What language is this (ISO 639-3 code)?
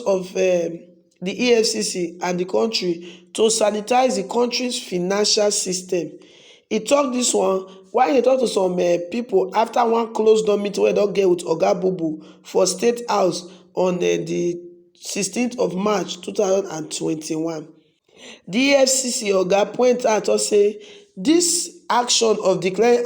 pcm